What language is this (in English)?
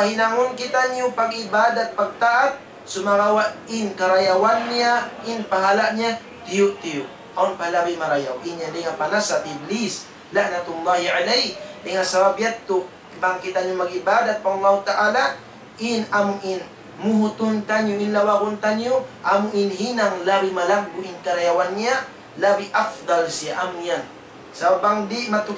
Tausug